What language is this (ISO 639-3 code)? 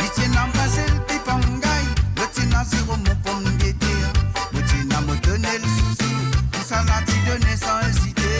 mfe